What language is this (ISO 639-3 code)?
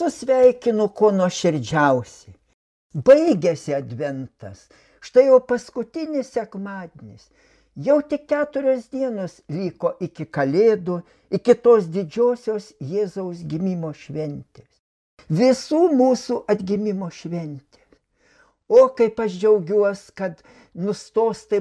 lit